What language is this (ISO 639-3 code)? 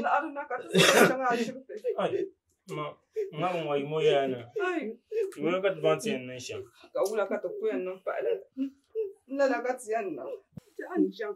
dag